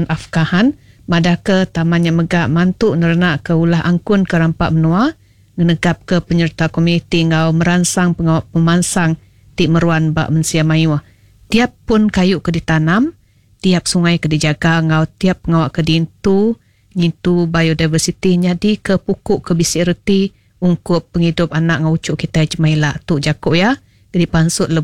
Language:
Iban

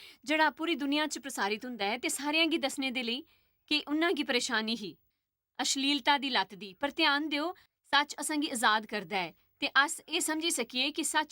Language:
Dogri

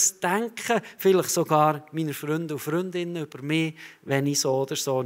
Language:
Swiss German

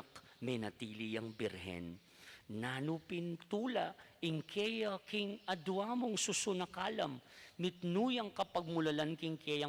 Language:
Pampanga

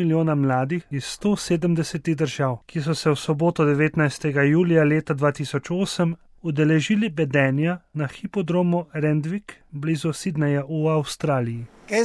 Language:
Slovenian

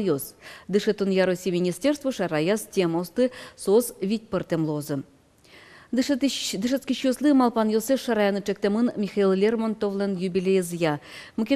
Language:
Udmurt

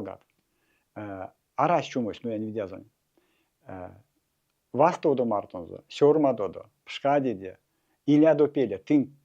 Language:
Erzya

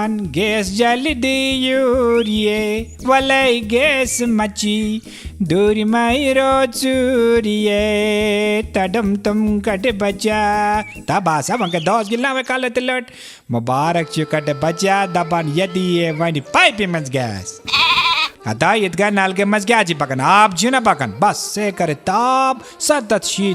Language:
Kashmiri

